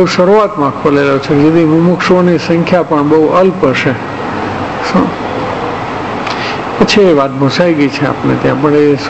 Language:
Gujarati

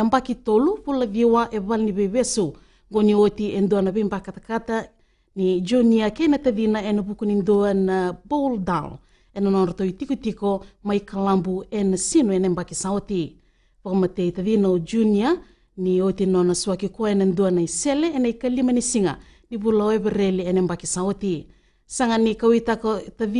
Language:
Fijian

